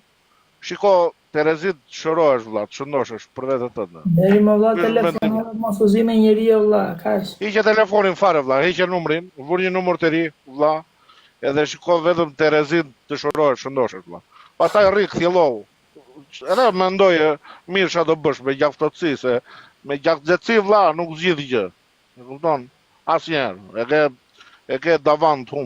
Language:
Albanian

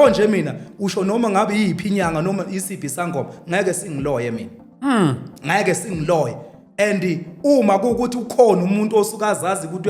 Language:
Zulu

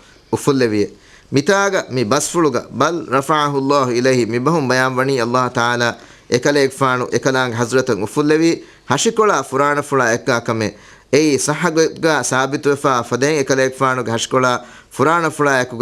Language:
Divehi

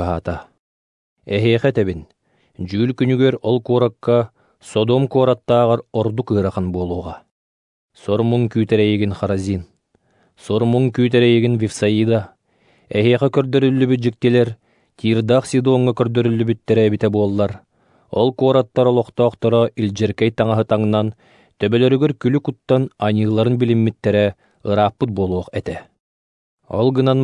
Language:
Yakut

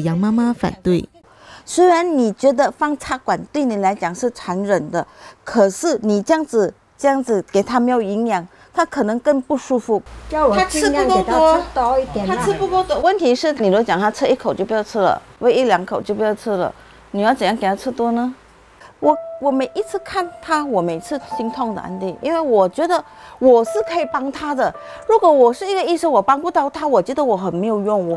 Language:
Chinese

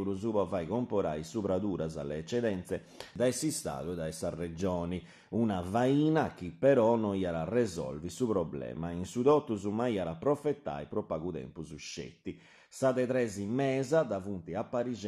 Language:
Sardinian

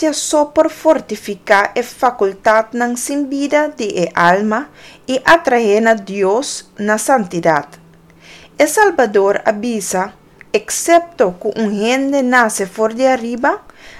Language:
Papiamento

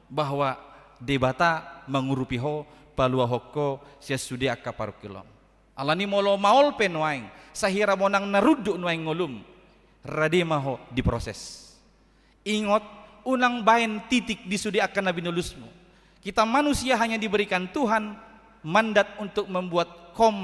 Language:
Batak Toba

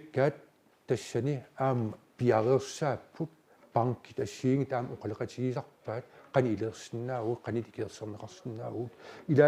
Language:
Kalaallisut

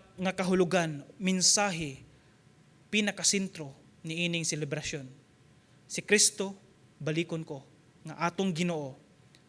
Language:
Cebuano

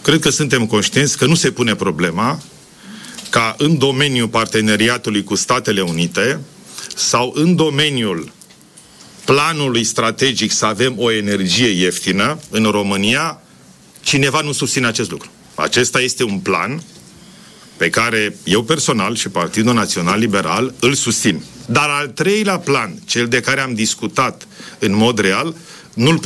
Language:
Romanian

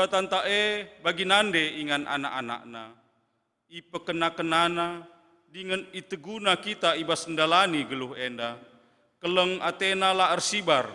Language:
Batak Karo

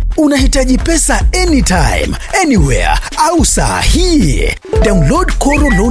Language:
Swahili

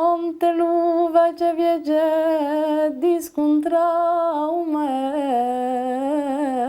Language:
Corsican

